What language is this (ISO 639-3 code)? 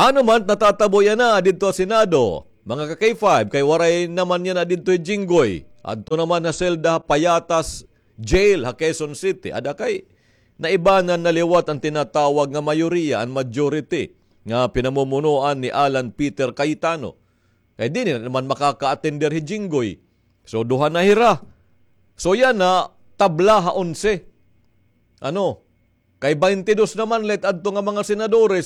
war